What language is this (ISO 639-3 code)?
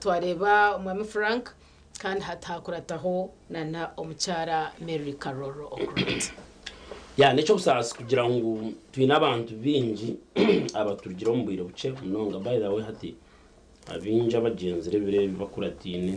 nyn